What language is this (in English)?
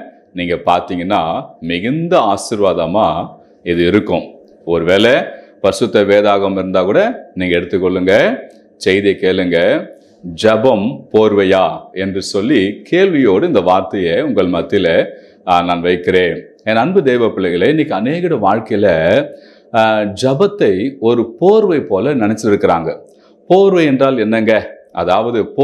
Tamil